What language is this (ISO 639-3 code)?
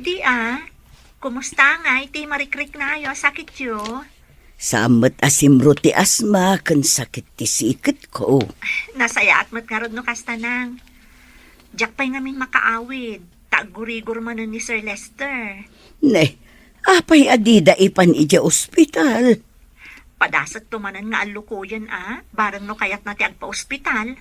ilo